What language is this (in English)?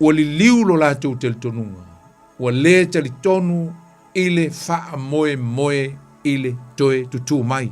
Samoan